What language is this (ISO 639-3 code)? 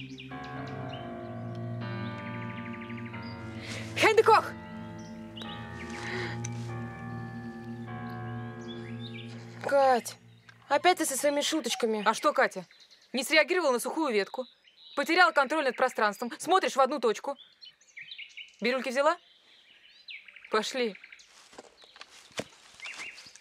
rus